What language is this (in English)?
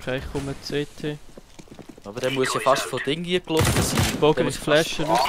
Swiss German